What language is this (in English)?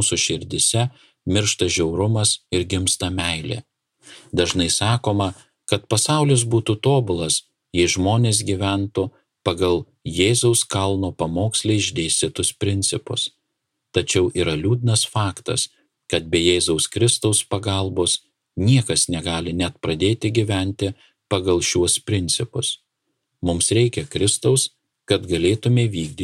Lithuanian